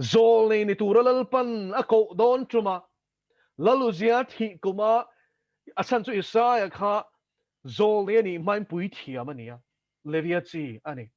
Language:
Mizo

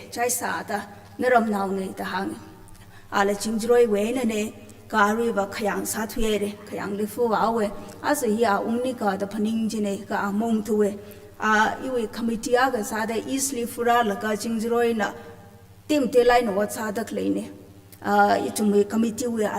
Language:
Tangkhul Naga (India)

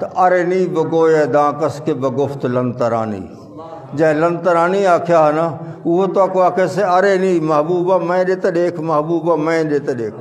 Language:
Saraiki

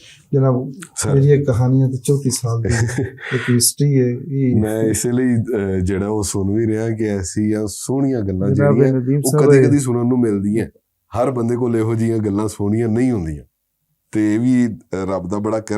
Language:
Western Panjabi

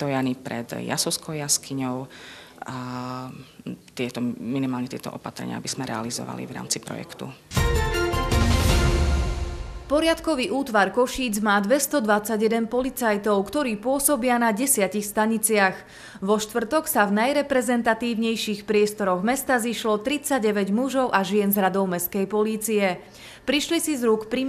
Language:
Slovak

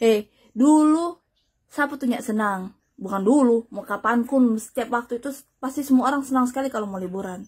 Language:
Manado Malay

